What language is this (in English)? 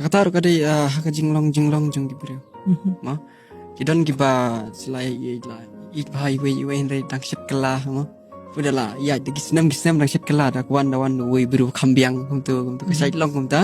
Khasi